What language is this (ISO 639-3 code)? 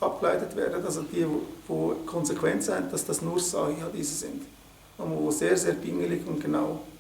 gsw